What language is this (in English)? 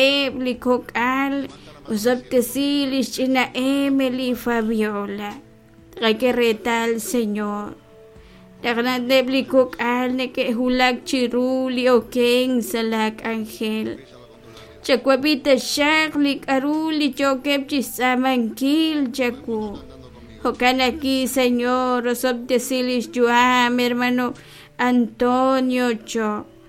Kekchí